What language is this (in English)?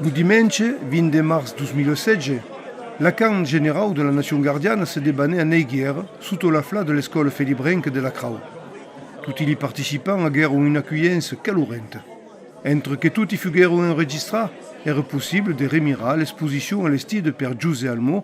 Occitan